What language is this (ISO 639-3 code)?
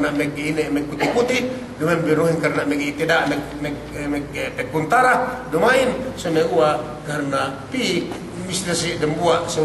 yka